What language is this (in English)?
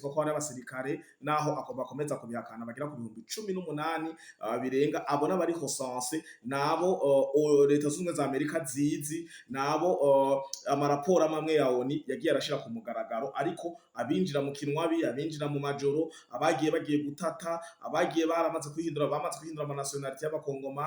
Rundi